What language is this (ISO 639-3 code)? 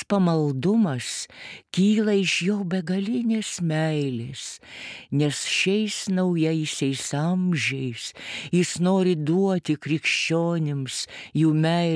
lit